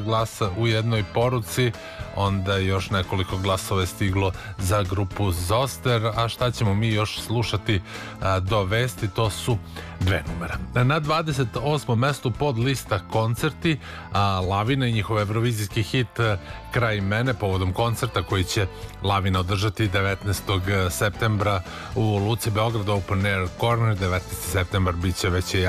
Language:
Serbian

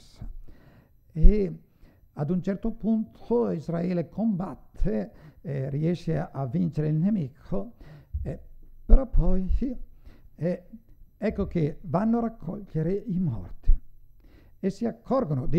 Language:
Italian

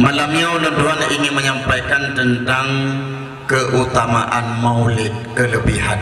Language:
Achinese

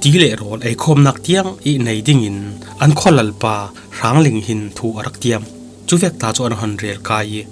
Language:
Falam Chin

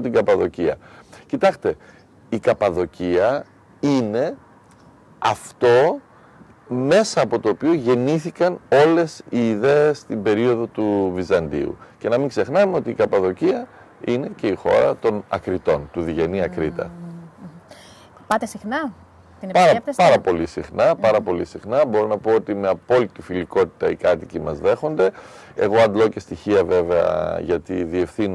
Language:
Greek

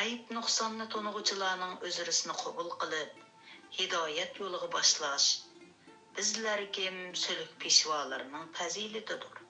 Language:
Uyghur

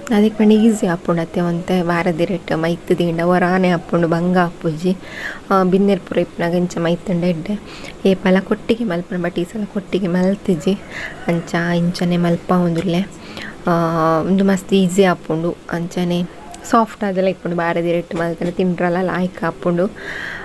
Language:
Tulu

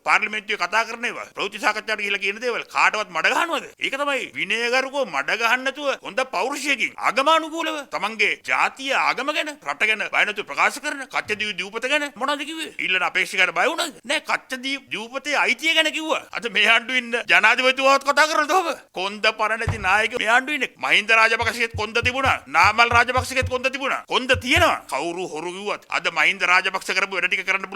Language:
Sinhala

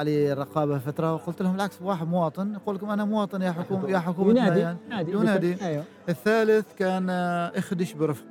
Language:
Gulf Arabic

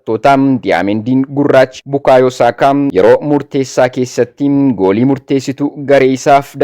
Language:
Oromo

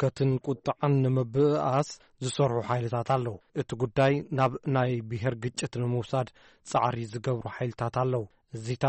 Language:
Tigrinya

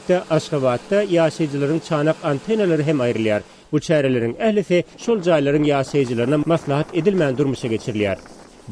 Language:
Turkmen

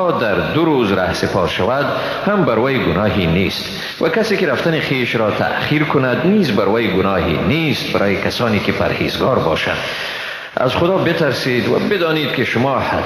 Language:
Persian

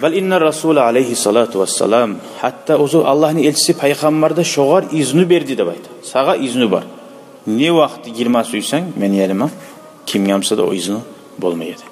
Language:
Kumyk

